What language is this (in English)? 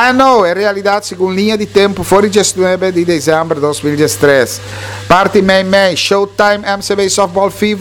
Papiamento